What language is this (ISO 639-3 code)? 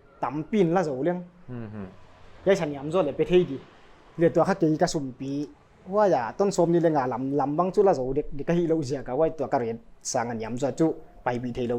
pck